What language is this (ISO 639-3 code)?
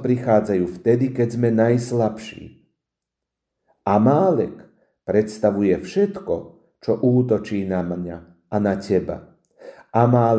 slk